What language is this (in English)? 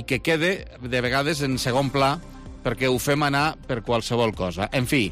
Catalan